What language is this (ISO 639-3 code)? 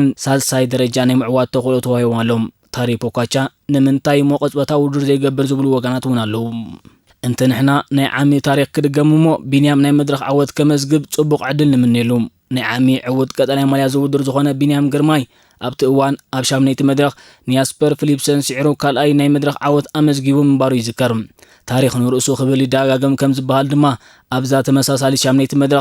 tir